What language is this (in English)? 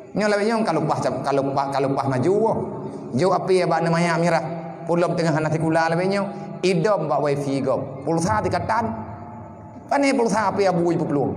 Achinese